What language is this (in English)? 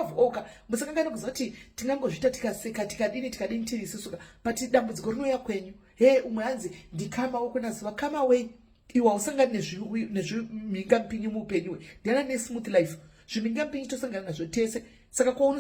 Shona